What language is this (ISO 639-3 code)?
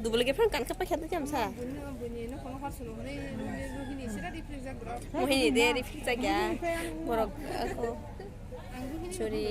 trp